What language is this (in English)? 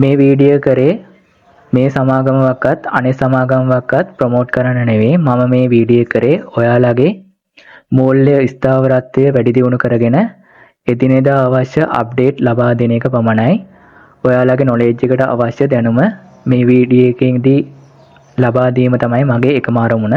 Sinhala